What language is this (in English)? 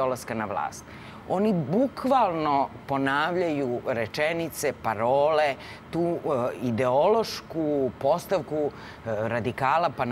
Serbian